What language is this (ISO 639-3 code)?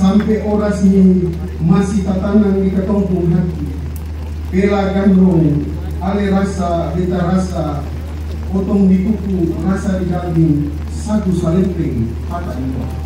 abs